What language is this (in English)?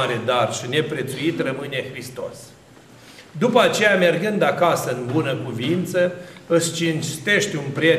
Romanian